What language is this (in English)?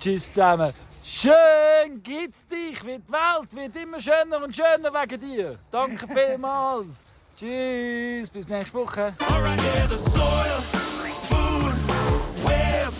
Swiss German